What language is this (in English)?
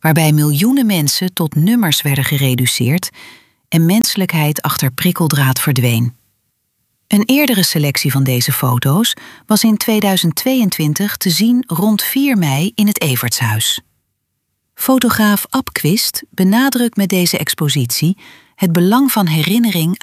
Dutch